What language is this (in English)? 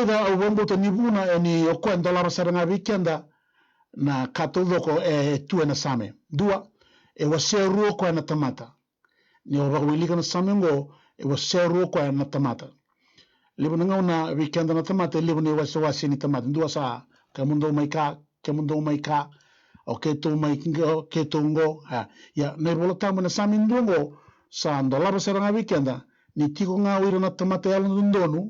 Fijian